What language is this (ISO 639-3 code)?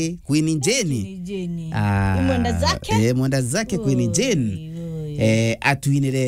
mer